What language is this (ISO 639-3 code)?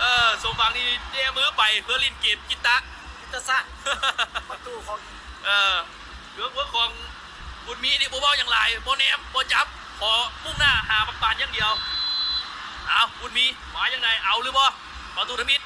lao